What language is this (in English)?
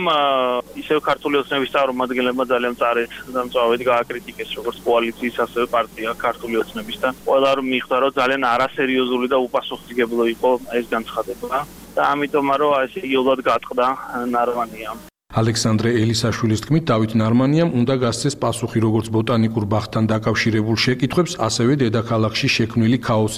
Georgian